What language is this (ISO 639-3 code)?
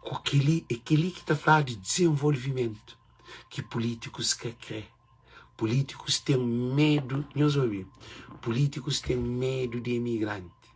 kea